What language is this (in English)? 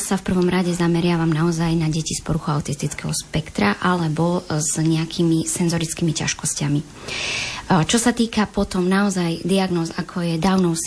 Slovak